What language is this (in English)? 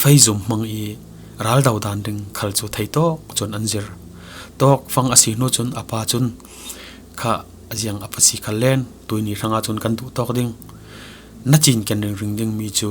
Falam Chin